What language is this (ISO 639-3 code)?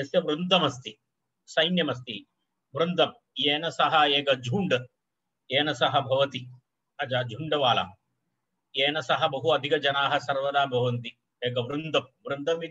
san